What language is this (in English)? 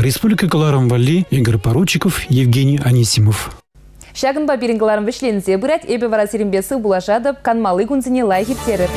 Chuvash